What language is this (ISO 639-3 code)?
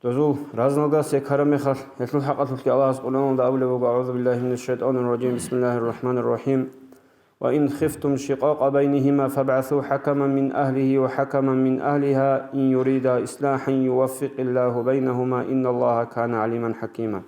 ava